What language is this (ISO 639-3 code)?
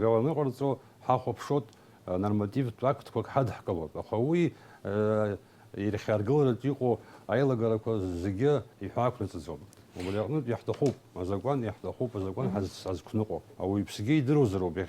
abk